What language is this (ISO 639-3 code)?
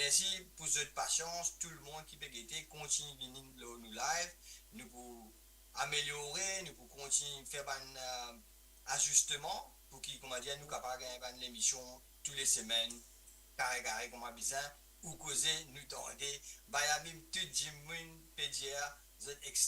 mfe